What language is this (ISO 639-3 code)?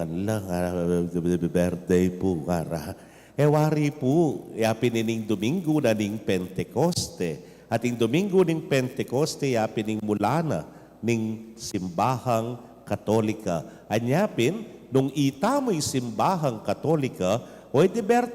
pam